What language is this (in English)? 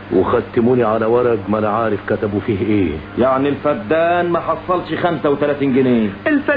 Egyptian Arabic